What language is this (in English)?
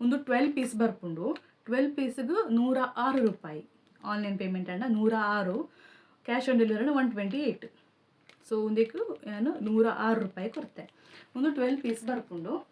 Tulu